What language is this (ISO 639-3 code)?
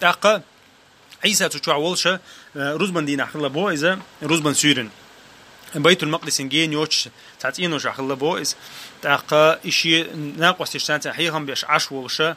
che